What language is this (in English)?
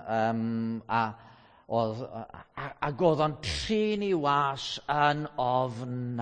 Welsh